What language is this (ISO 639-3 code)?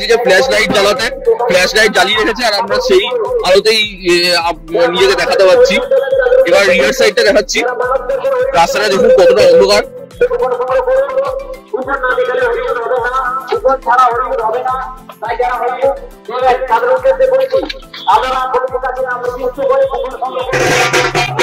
ben